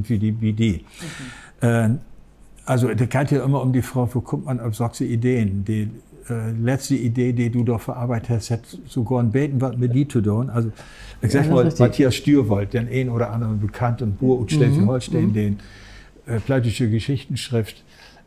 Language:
Low German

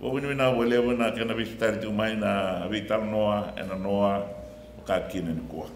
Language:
Fijian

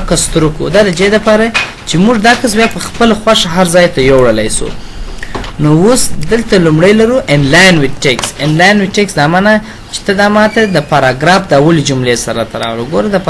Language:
Pashto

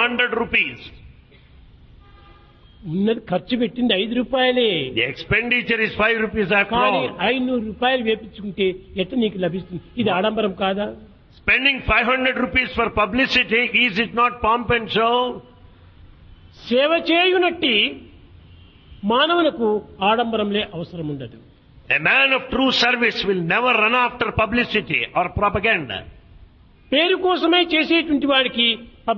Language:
Telugu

